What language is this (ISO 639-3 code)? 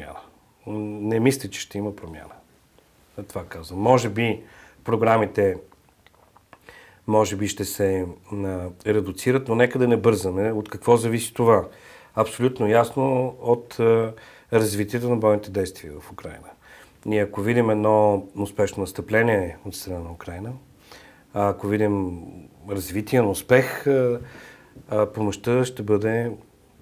bul